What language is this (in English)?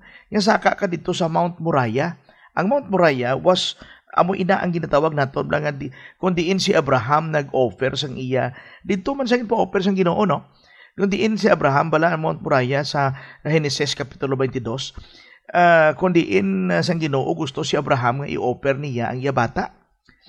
Hiligaynon